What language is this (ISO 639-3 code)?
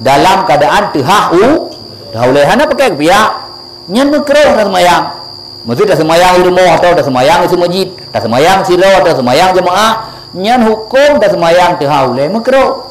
ace